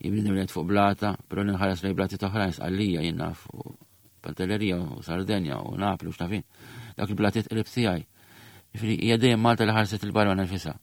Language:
Maltese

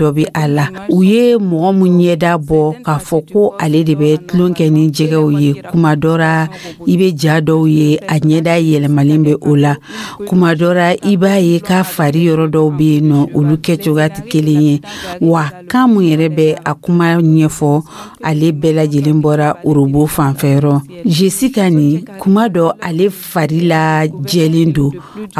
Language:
Dyula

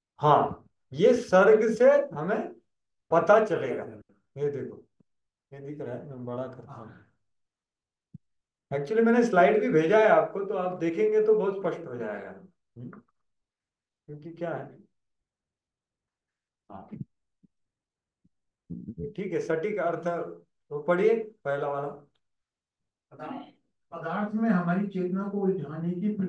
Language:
Hindi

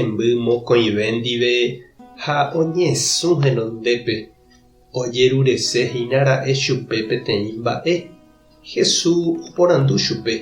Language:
Guarani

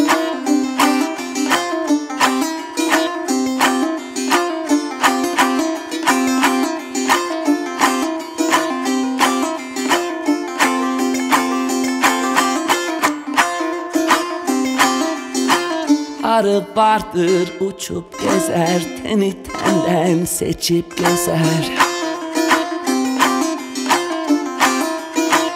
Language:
Turkish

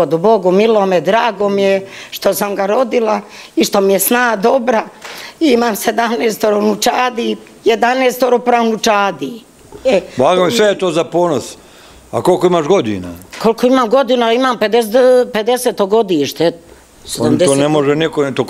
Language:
Serbian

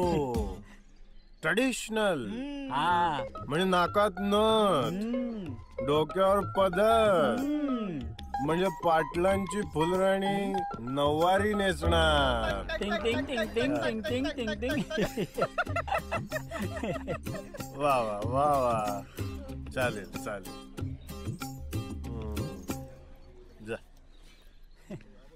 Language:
Marathi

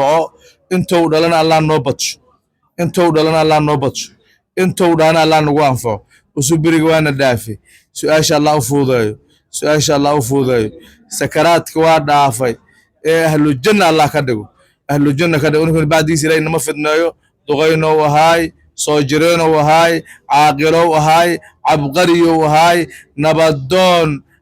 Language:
Somali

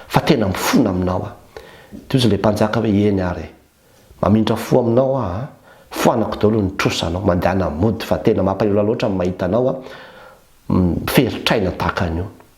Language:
Malagasy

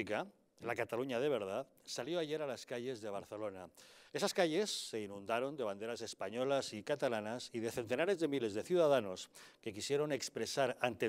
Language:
Spanish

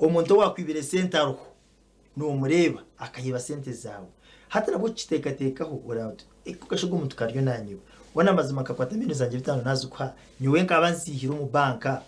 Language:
Nyankole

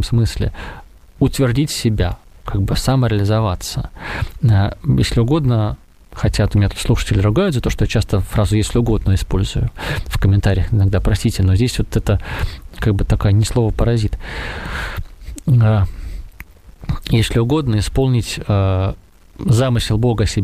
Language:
Russian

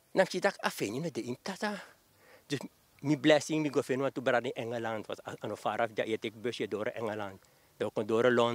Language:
Sranan Tongo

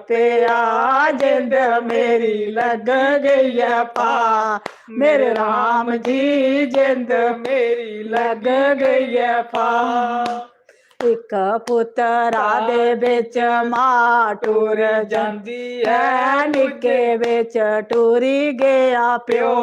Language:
Dogri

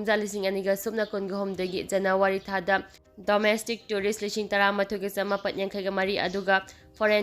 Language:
Manipuri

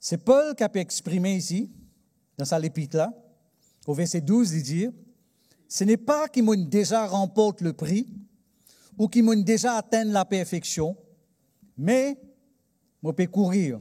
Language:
Morisyen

